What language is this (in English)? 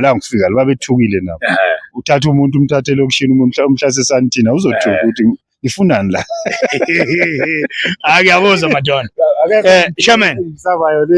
Zulu